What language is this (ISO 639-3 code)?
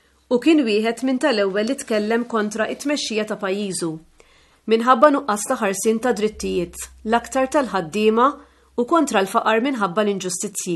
mlt